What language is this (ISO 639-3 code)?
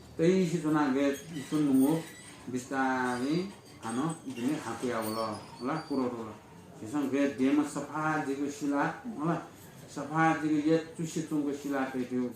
new